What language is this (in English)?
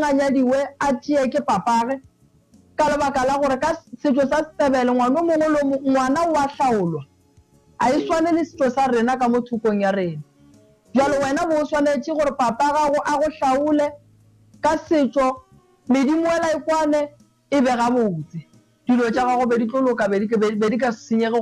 Northern Sotho